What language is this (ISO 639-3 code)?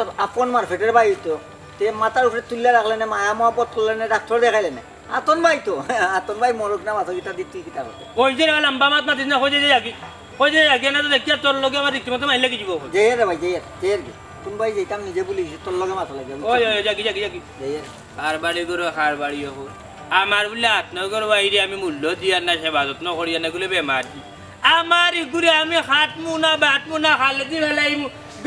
syl